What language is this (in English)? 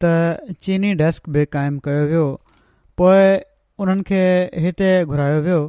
Sindhi